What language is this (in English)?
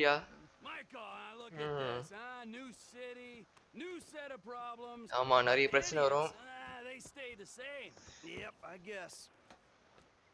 Tamil